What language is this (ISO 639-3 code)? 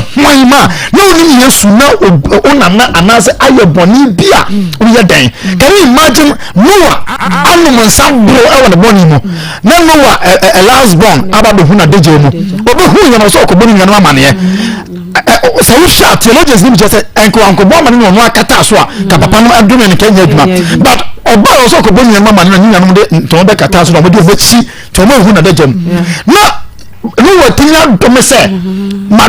aka